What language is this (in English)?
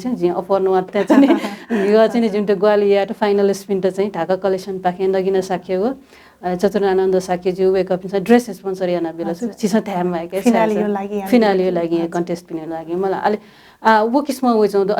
Newari